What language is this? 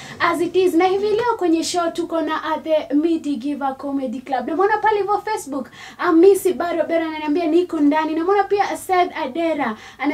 Swahili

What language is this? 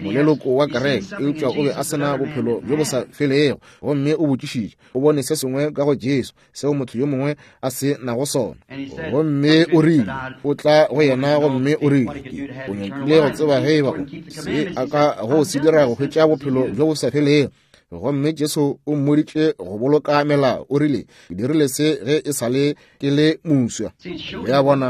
Northern Sotho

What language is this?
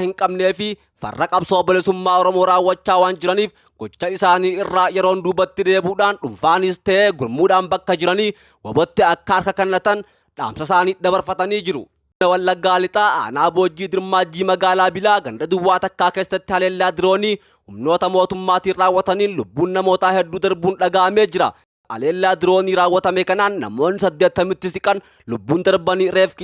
Oromo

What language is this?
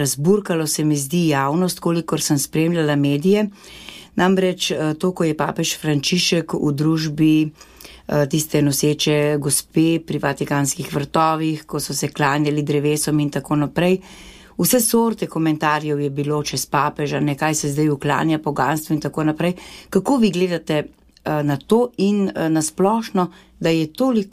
Slovenian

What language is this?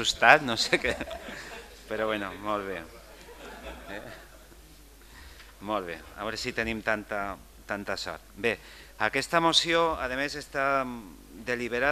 Catalan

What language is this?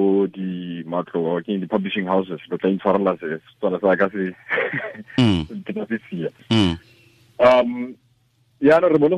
Tswana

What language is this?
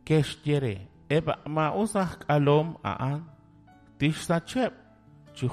Kekchí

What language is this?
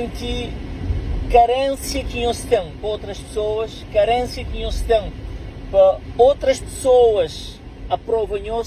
Kabuverdianu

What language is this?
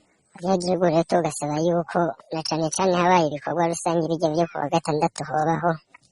Rundi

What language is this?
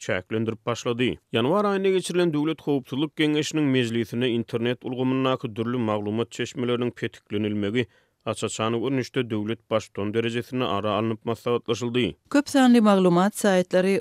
Turkmen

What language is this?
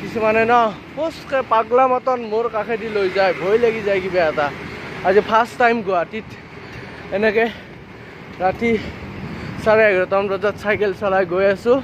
Assamese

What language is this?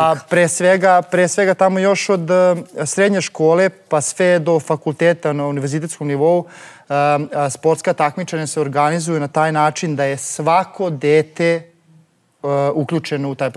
Serbian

